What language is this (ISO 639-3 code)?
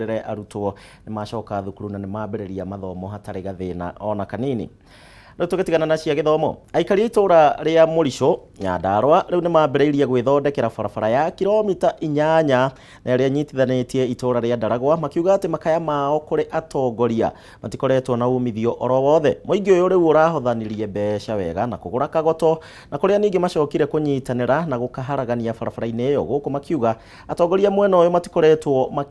kik